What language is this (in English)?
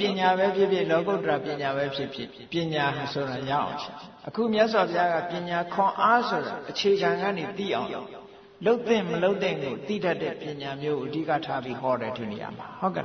Burmese